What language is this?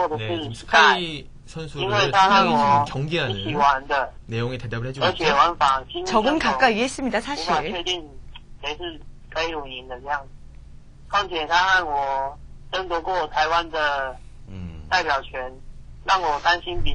Korean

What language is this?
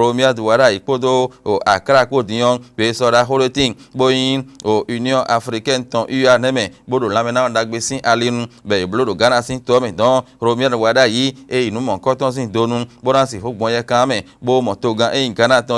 Fon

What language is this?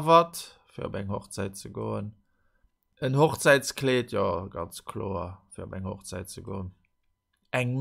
Luxembourgish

